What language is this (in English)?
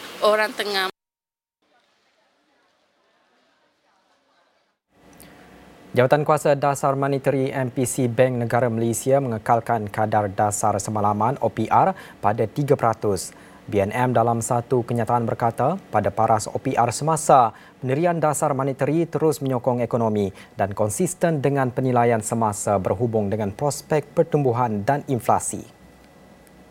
Malay